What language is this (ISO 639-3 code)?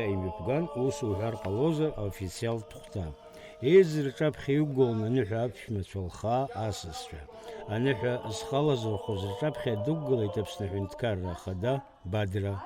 abk